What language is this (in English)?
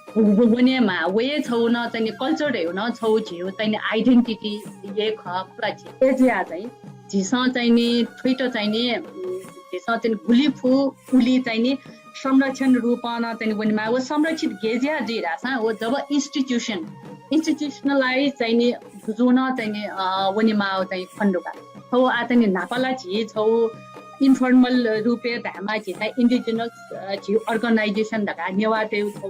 Newari